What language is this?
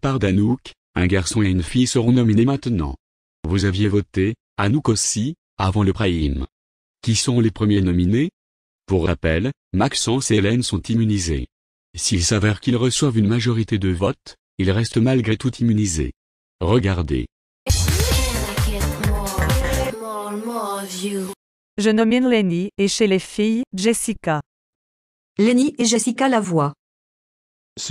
French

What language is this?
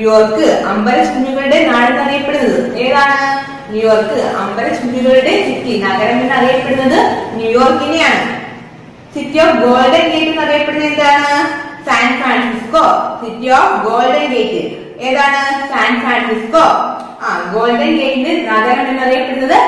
Malayalam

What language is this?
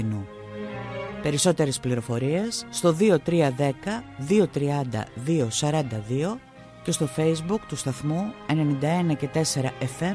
Greek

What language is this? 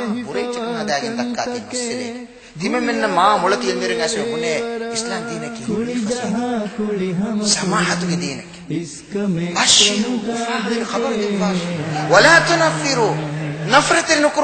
Divehi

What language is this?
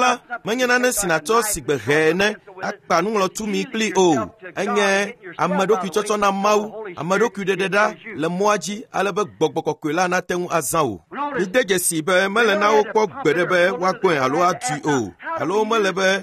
Ewe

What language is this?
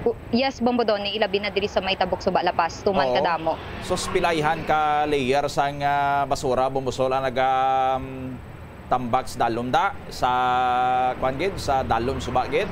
Hiligaynon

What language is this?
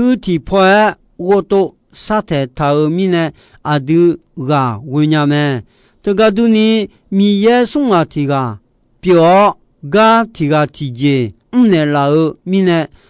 Akha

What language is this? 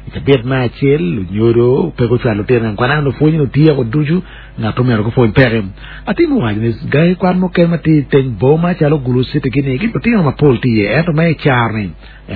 Acoli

